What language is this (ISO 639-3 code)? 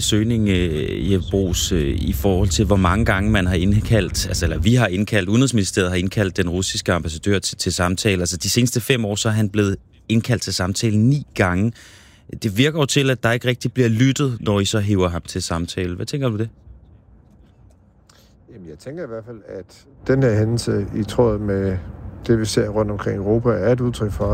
dan